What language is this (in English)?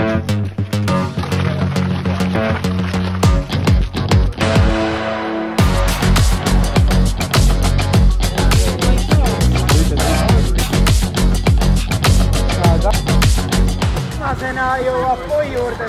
Estonian